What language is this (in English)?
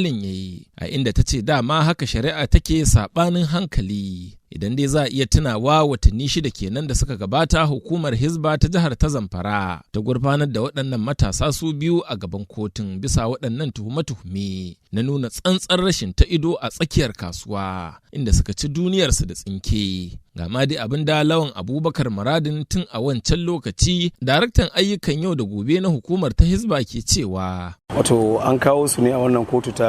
Hausa